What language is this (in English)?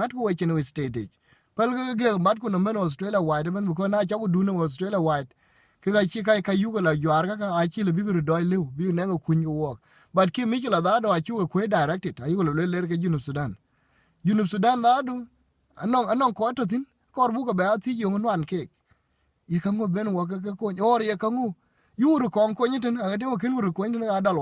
Dinka